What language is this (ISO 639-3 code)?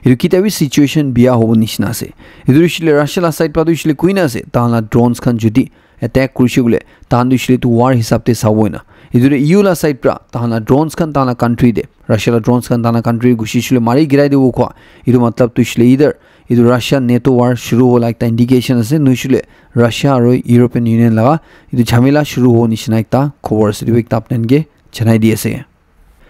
nag